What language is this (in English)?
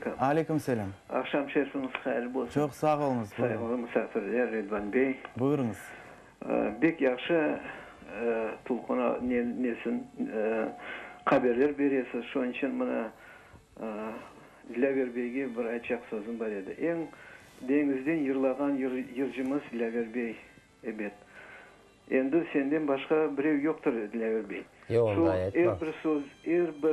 Crimean Tatar